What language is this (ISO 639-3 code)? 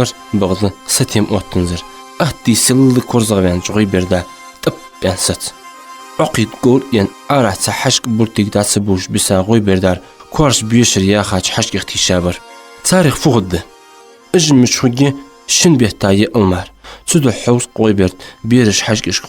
inh